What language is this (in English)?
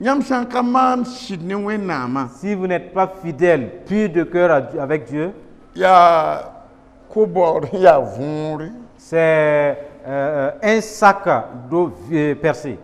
Mossi